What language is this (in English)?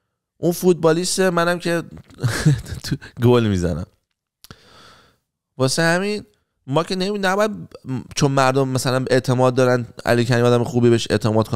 Persian